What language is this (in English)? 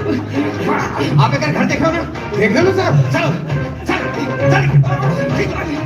Chhattisgarhi